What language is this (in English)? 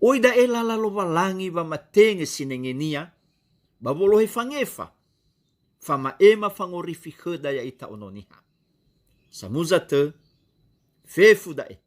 Nias